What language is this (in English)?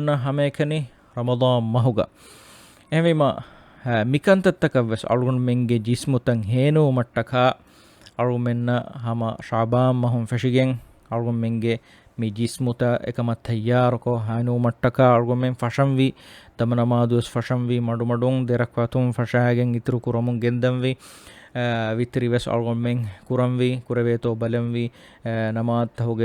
Divehi